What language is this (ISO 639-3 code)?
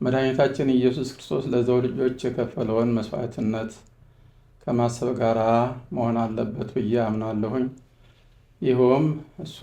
amh